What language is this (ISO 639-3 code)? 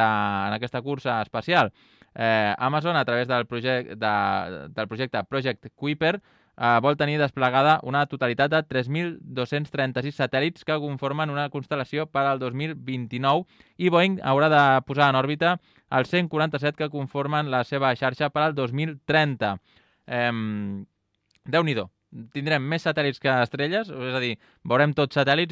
cat